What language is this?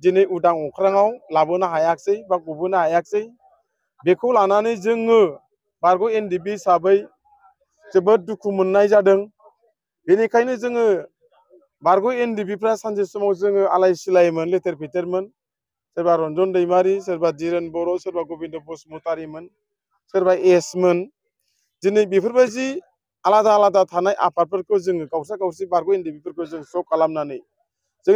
Bodo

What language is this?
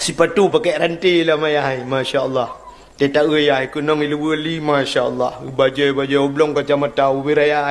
Achinese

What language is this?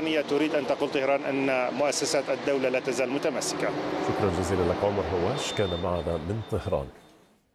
Arabic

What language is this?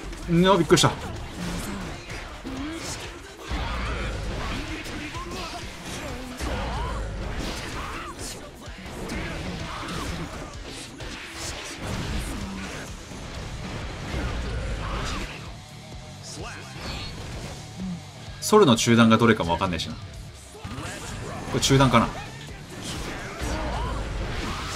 Japanese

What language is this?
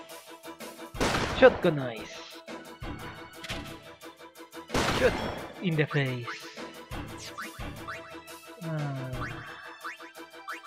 Spanish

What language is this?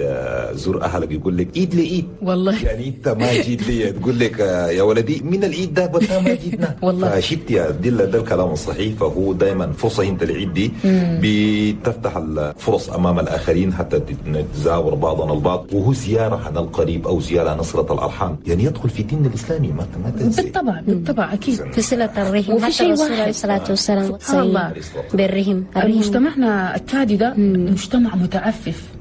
Chadian Arabic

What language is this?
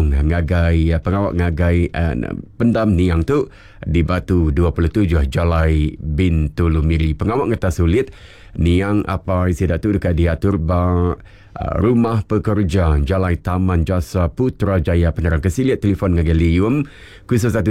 Iban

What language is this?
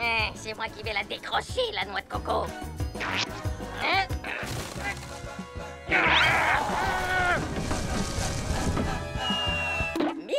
French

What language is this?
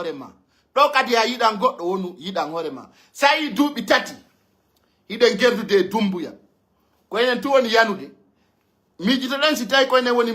Pular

